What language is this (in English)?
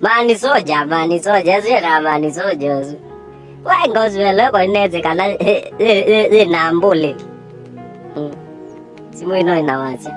Kamba